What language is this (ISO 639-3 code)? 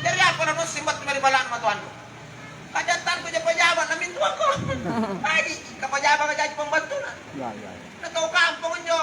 mak